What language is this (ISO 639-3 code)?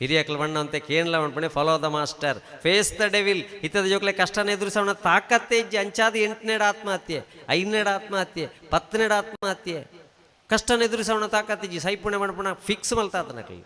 tcy